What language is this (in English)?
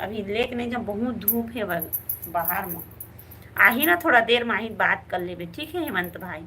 Chhattisgarhi